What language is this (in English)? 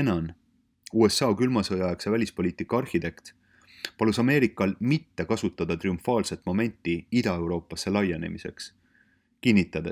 Estonian